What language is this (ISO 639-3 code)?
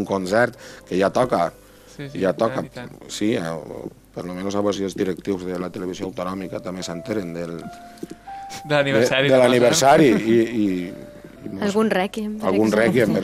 cat